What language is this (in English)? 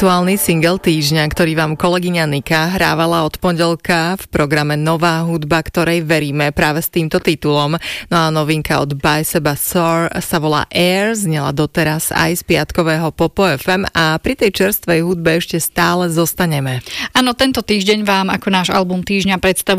Slovak